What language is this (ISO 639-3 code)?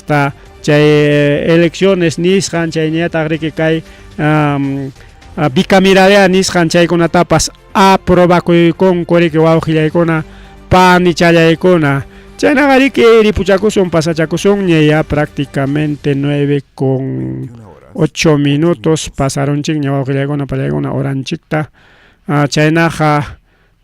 quy